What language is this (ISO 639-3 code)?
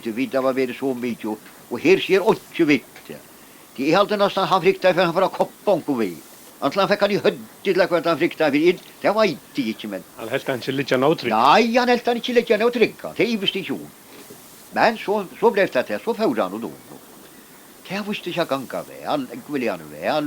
fao